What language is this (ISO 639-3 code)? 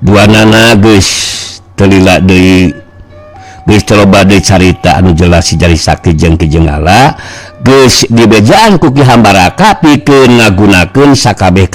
sun